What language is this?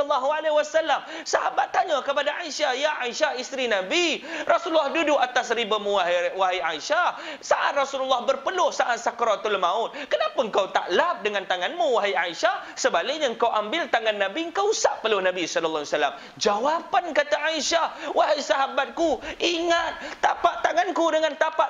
Malay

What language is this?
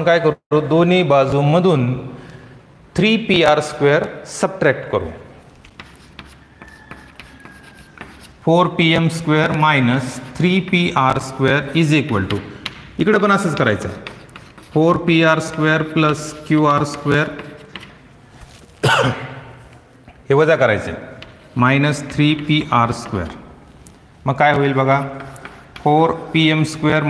Marathi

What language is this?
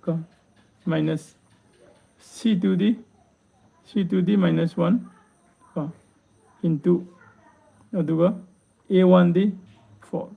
Manipuri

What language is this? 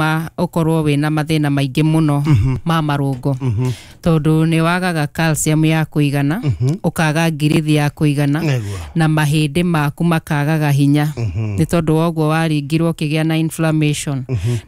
Kikuyu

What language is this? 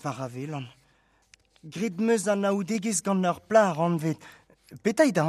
Breton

